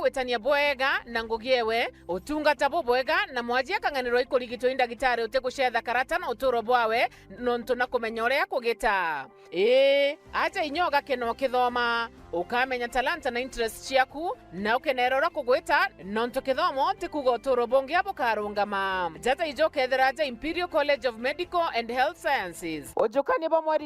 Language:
Meru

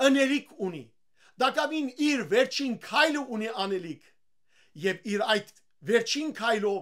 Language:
Western Armenian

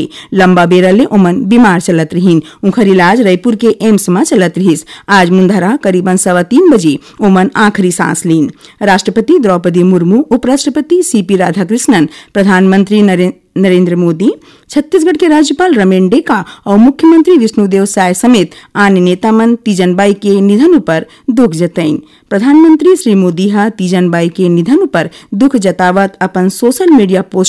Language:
Chhattisgarhi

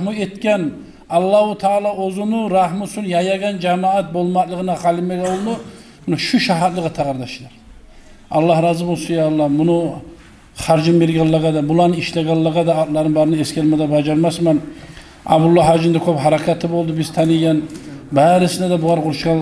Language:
Kumyk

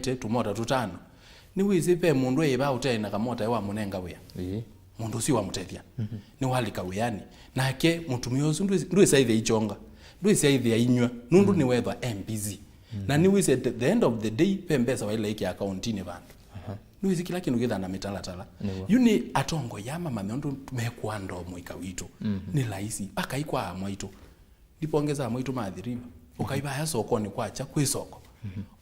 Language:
Kamba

